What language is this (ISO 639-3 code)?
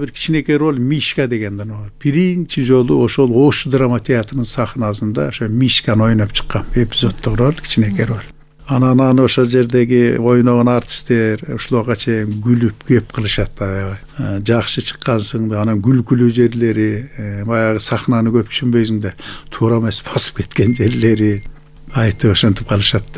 kir